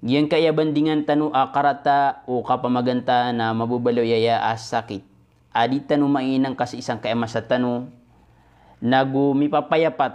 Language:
Maranao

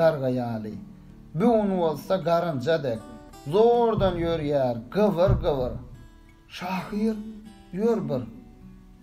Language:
Turkmen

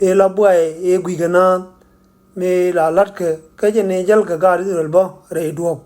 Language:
Nuer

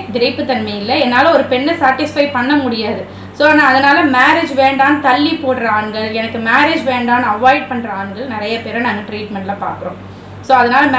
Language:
Tamil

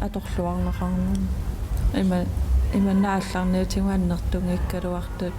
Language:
Kalaallisut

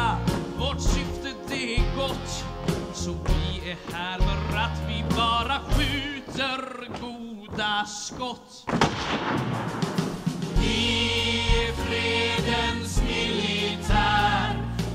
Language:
Swedish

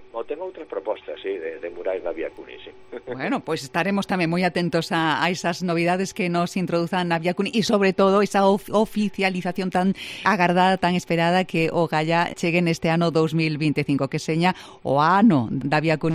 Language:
Galician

